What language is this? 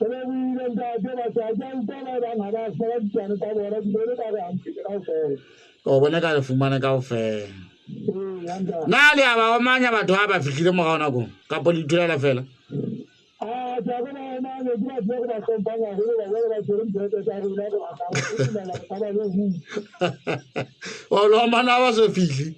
Southern Sotho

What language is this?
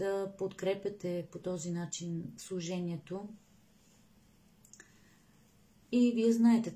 Bulgarian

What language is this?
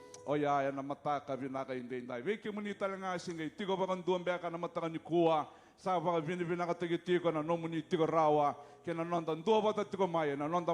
Fijian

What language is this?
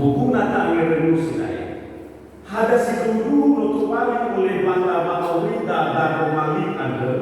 Nias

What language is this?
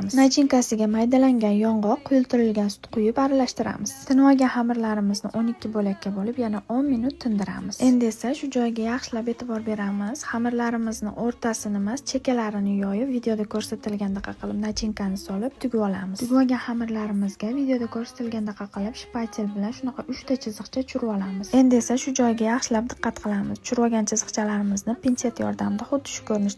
Uzbek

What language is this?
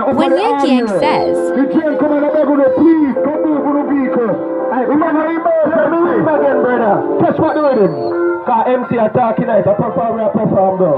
Jamaican Creole English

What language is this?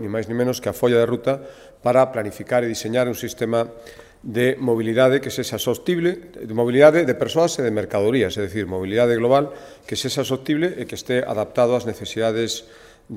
Galician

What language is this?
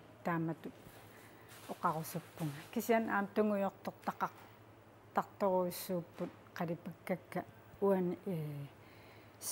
Kalaallisut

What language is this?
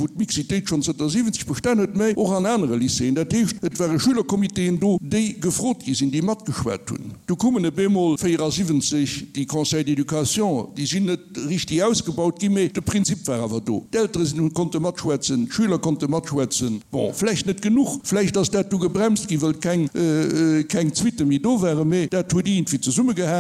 Luxembourgish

